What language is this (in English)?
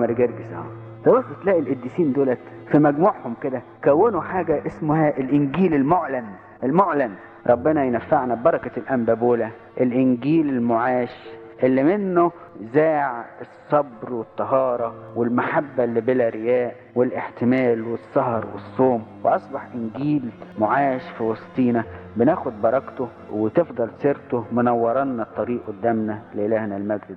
Egyptian Arabic